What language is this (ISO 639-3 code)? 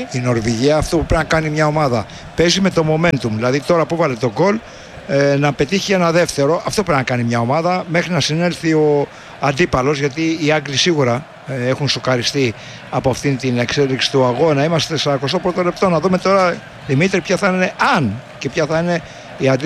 ell